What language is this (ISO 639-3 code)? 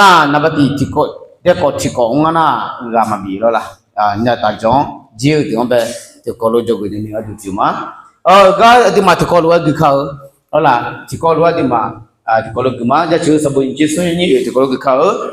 ahk